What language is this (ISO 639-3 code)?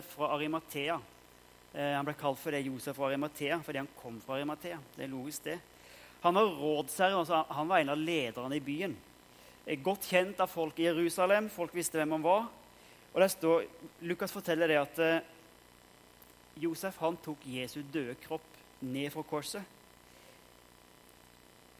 nor